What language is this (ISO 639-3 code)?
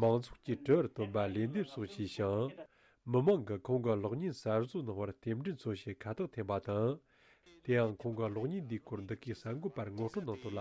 bod